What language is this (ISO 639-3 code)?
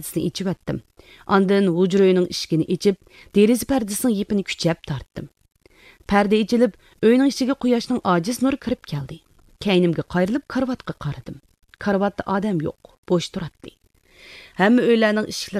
uig